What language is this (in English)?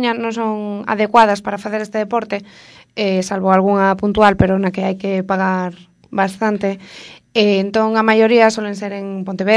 Galician